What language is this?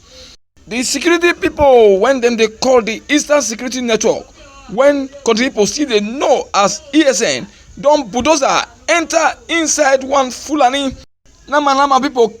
Nigerian Pidgin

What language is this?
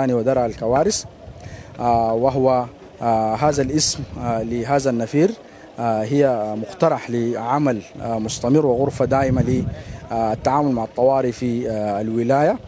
Sudanese Arabic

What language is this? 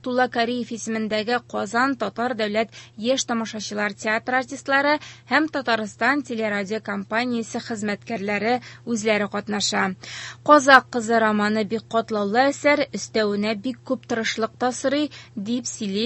Tatar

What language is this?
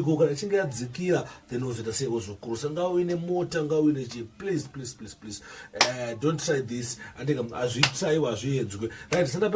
Shona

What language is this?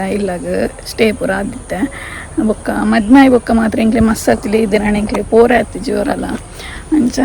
Tulu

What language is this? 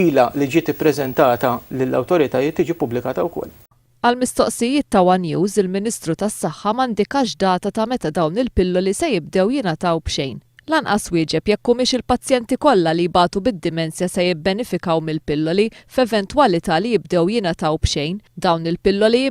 Maltese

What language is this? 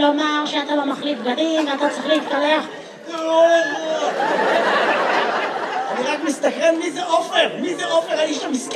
Hebrew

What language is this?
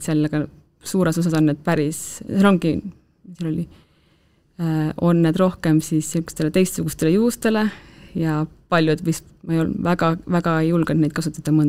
Estonian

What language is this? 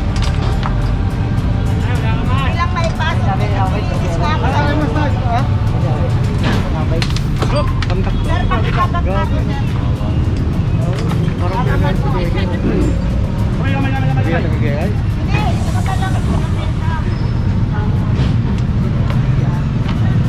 Filipino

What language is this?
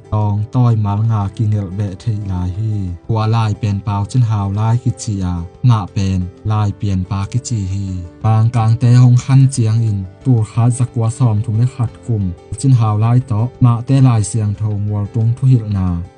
Tedim Chin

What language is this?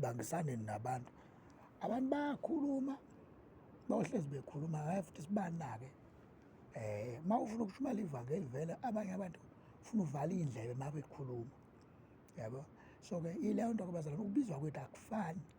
Zulu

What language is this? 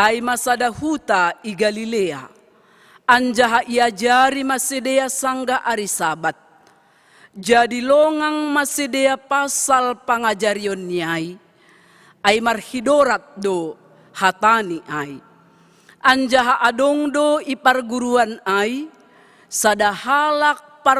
Batak Simalungun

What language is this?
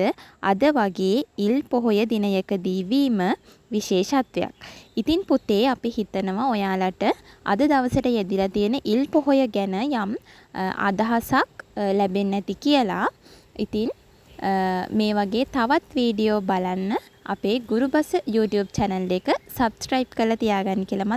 Sinhala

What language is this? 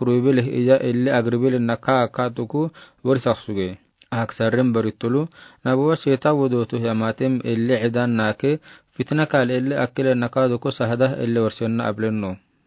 Afar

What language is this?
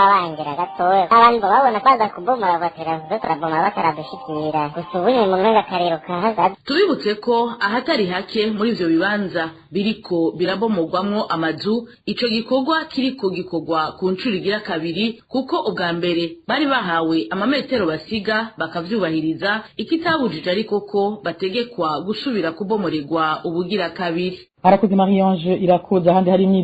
Rundi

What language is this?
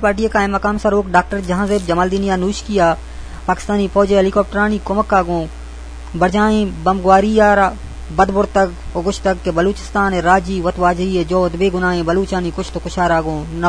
Eastern Balochi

